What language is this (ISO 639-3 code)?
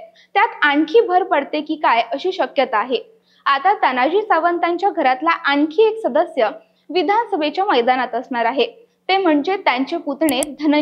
mar